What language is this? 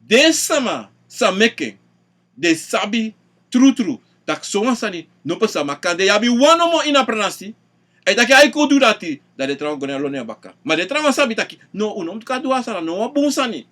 Sranan Tongo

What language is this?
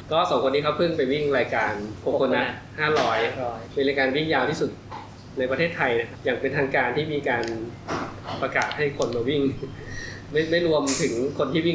Thai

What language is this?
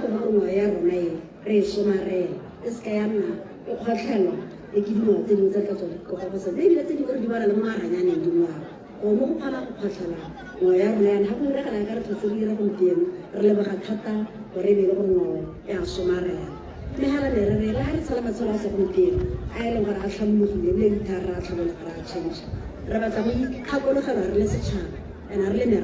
Tswana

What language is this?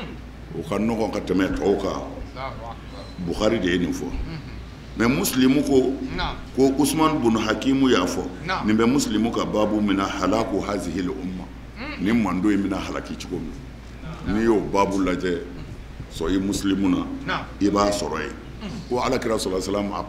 Bambara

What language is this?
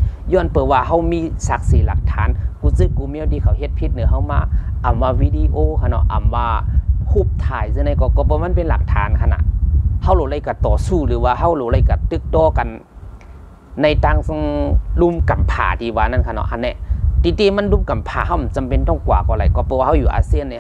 Shan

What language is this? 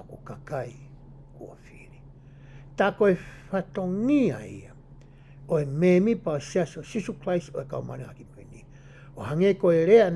Tongan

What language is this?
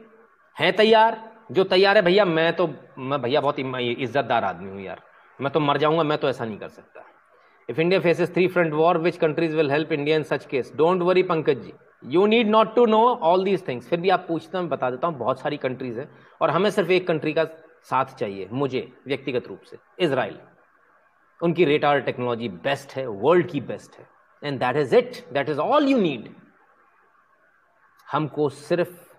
Hindi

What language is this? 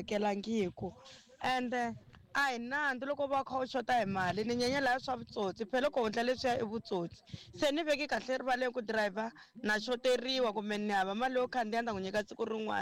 Tsonga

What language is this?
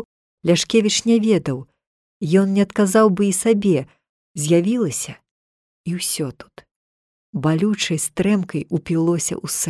Belarusian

